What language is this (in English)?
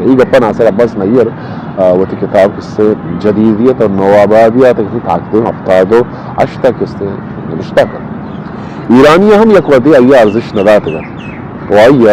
Eastern Balochi